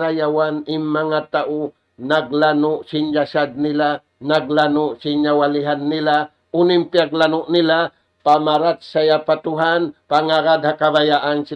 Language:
Tausug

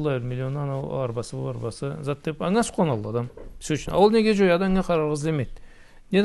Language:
Karachay-Balkar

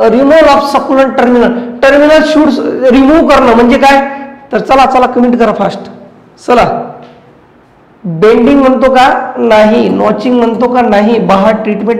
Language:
Marathi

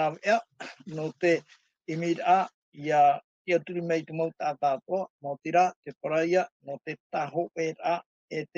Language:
Tahitian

